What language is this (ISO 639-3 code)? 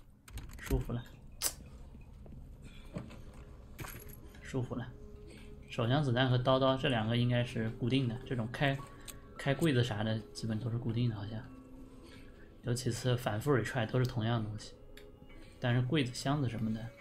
zho